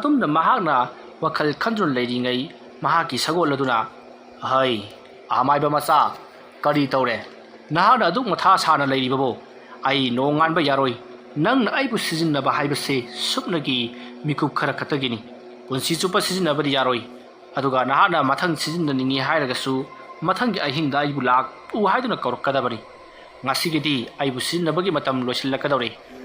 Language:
Manipuri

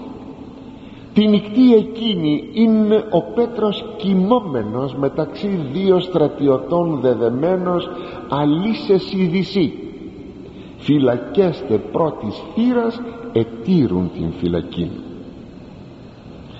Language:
Greek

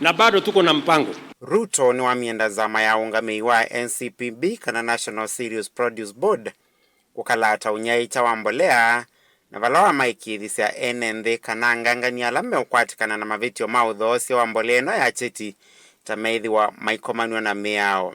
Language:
Kamba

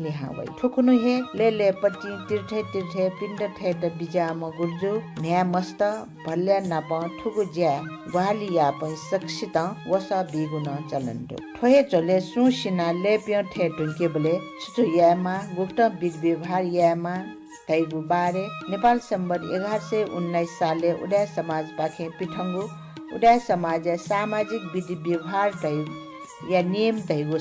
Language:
Newari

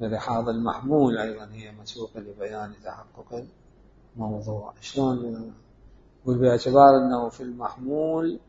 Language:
Mesopotamian Arabic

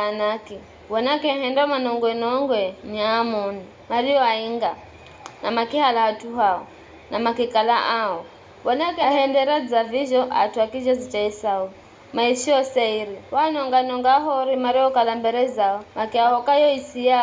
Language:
Giryama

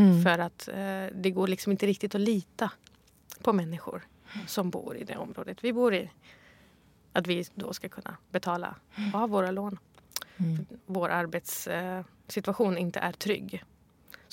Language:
Swedish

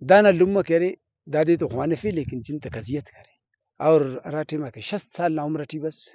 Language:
Brahui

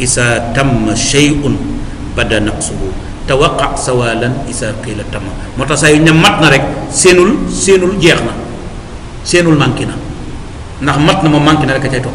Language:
Wolof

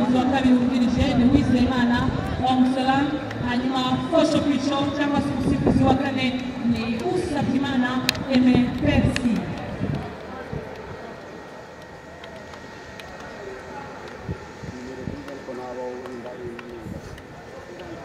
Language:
Kinyarwanda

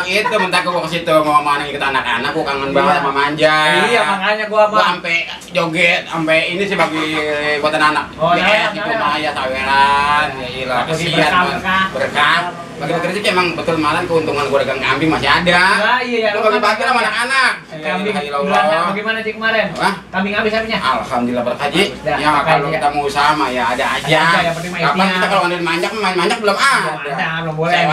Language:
Betawi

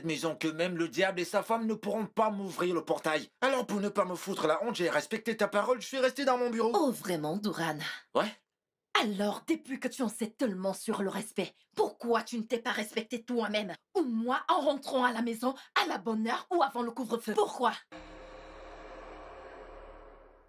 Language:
French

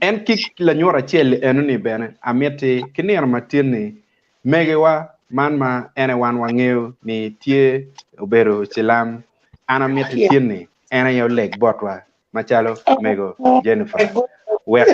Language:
Acoli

